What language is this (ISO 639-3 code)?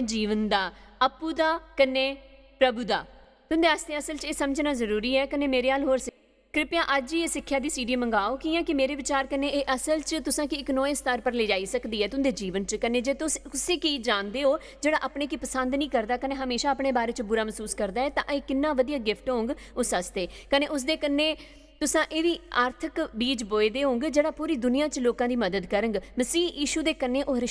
doi